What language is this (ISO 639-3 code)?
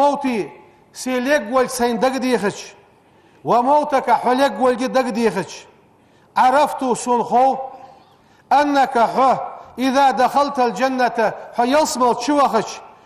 inh